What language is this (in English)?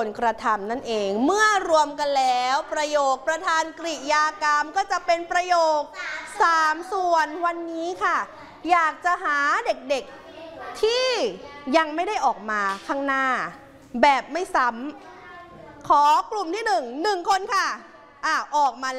Thai